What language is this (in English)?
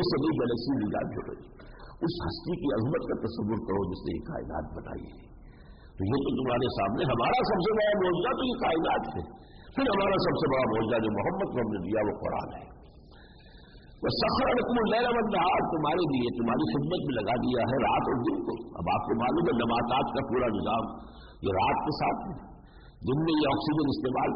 Urdu